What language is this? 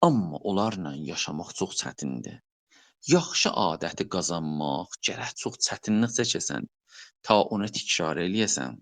South Azerbaijani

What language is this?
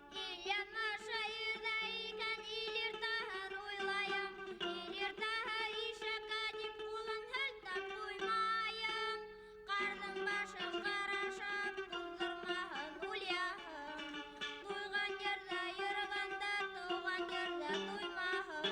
Bashkir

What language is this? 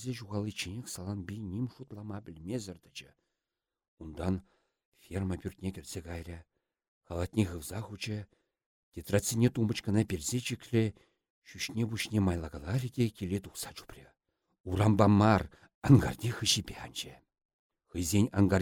Chuvash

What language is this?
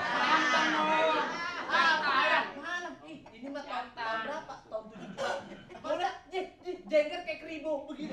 Betawi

